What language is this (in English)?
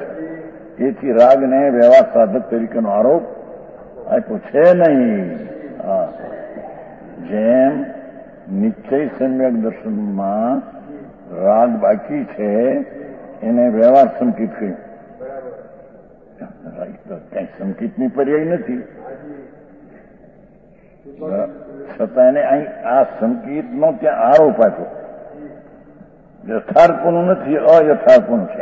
Gujarati